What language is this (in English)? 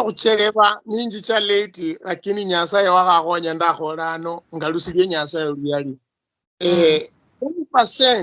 Luyia